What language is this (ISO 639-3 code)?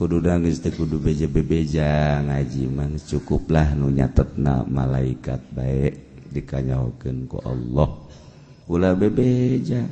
sun